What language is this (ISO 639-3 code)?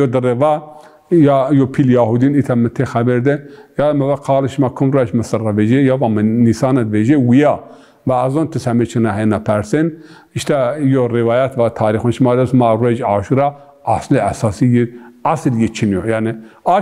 zza